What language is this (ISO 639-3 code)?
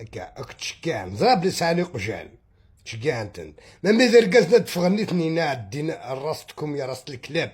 arq